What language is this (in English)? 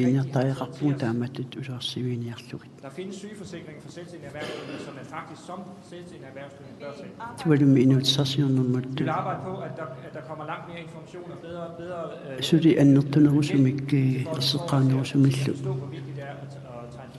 Kalaallisut